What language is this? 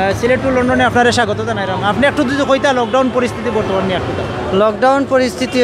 Sylheti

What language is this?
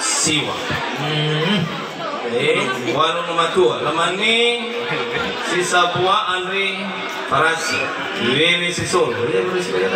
Nias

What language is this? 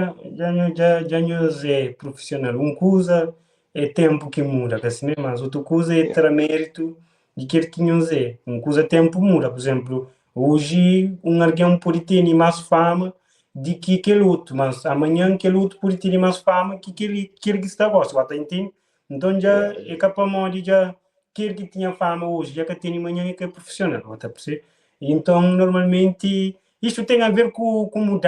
Kabuverdianu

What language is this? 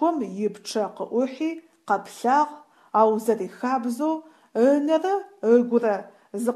Adyghe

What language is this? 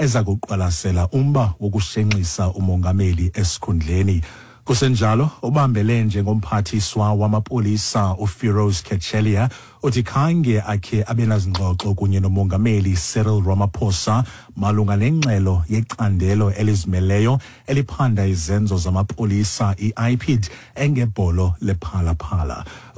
Xhosa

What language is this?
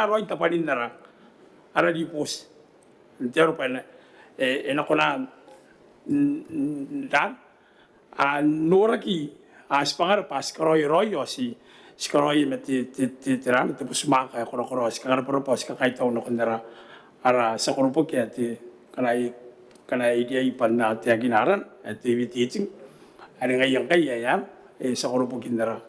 Gilbertese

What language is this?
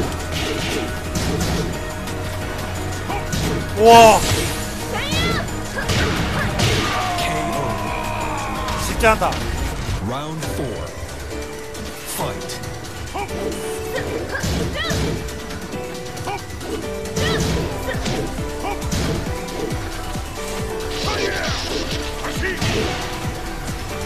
Korean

